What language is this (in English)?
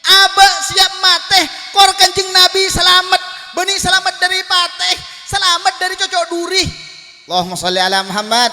Madurese